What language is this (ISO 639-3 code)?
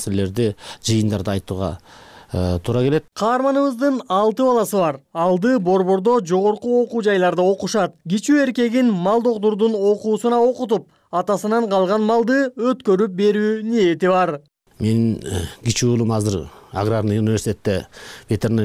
kir